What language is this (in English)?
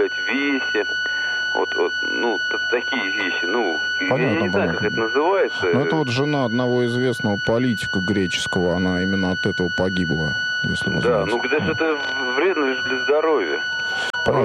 Russian